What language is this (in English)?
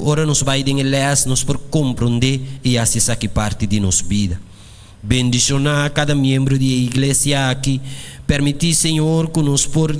Papiamento